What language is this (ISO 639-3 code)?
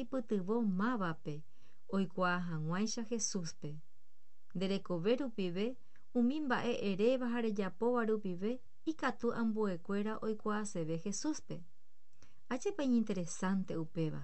grn